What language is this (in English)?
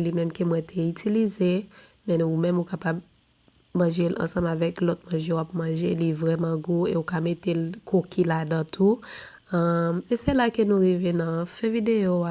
Haitian Creole